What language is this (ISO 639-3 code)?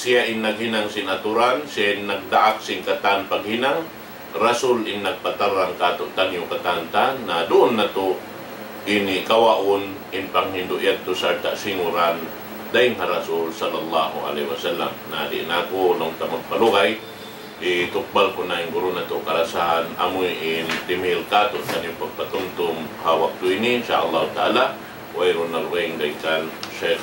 tsg